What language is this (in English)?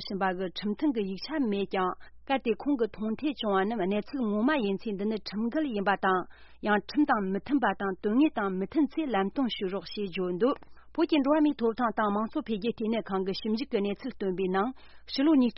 Tibetan